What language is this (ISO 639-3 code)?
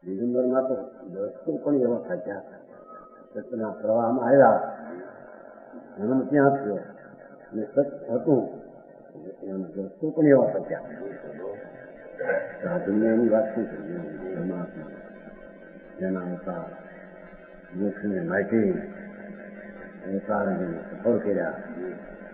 guj